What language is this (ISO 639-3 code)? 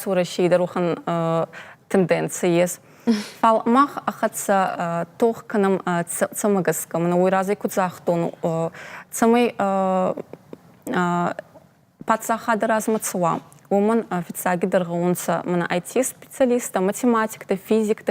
oss